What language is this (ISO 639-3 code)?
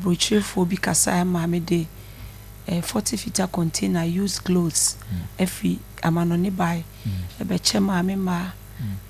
aka